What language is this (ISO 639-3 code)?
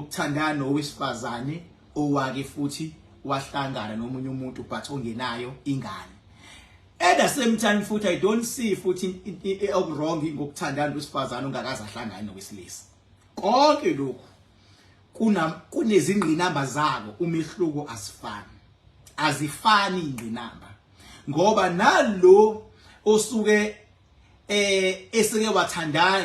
zul